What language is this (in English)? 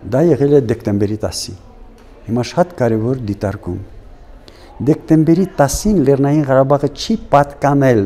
Armenian